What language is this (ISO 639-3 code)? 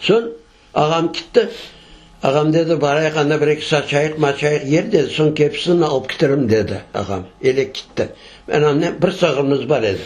crh